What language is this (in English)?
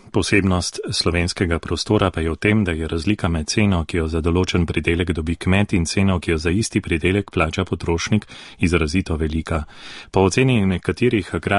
Slovenian